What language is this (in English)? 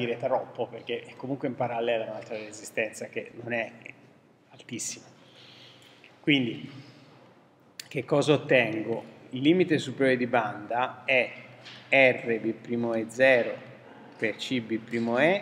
Italian